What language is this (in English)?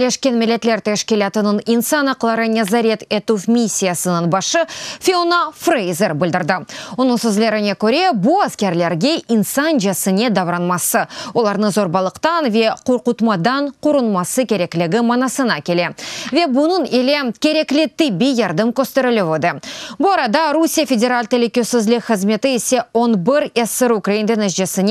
Crimean Tatar